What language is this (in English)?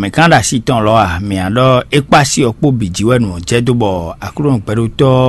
Fon